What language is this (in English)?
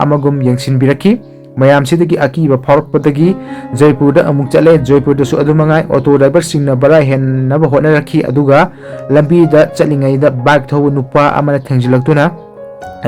Manipuri